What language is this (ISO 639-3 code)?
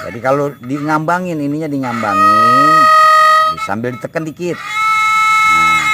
bew